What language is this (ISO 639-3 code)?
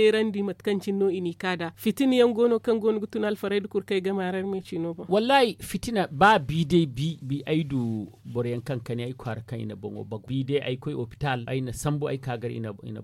dje